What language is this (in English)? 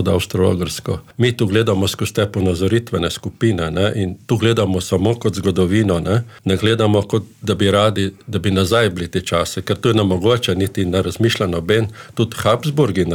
Slovenian